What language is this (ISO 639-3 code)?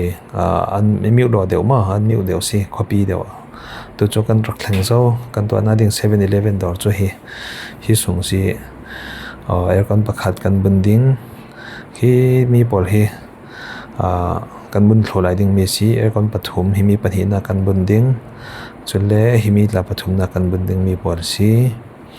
cfm